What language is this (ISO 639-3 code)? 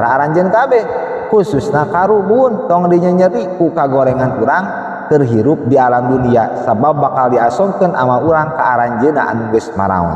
sun